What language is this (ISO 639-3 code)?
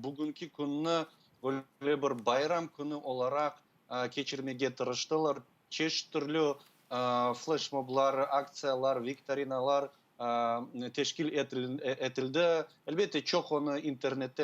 crh